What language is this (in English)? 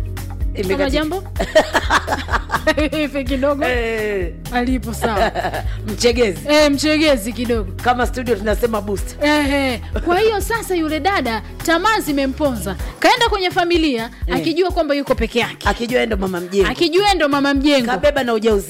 Swahili